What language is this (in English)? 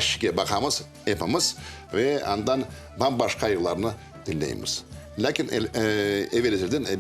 Crimean Tatar